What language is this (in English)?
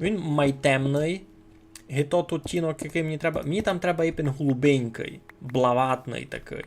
Rusyn